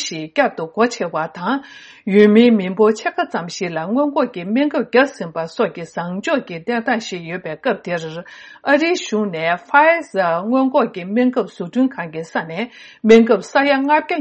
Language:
Tibetan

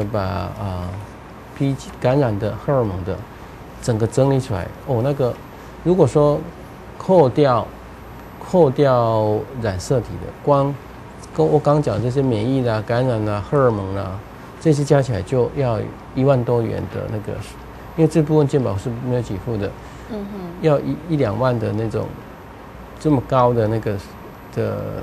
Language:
Chinese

